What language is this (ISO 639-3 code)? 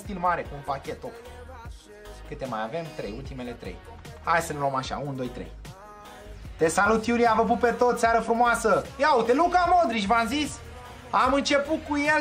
ron